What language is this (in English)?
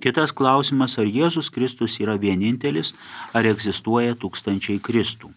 Lithuanian